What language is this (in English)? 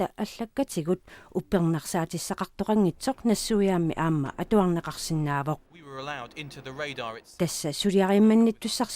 Kalaallisut